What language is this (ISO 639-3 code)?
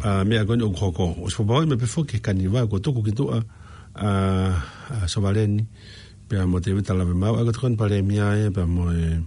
ton